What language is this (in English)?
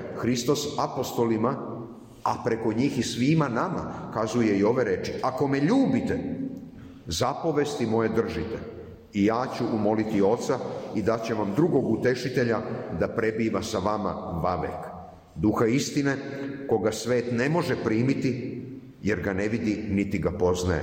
Serbian